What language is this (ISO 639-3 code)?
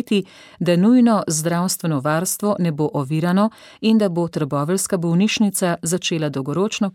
slv